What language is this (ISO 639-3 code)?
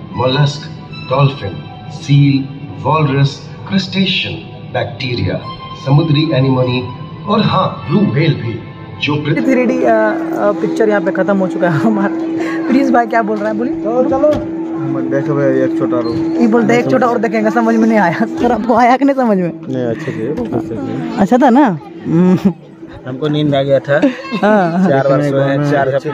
hin